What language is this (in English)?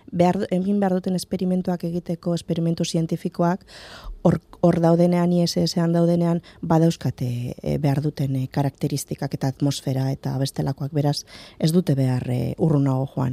Basque